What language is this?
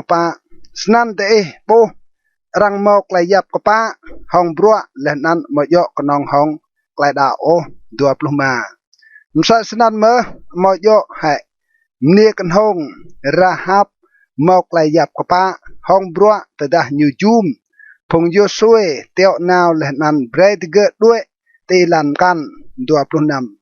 Rade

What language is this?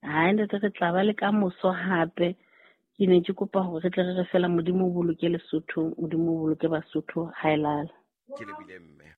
Southern Sotho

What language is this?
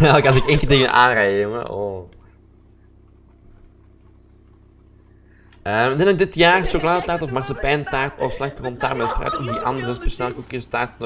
Dutch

